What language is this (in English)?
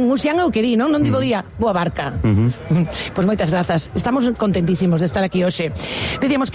Galician